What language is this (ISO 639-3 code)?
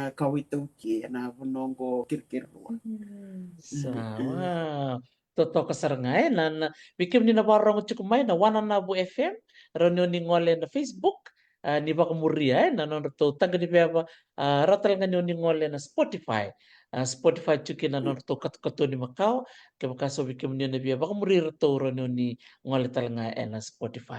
fij